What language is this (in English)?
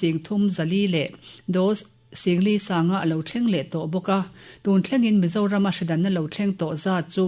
Mizo